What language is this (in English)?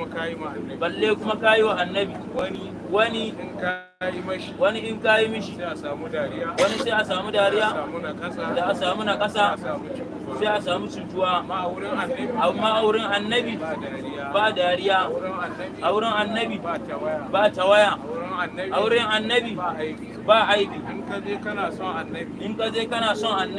Hausa